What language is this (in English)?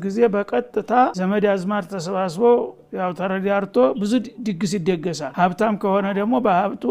Amharic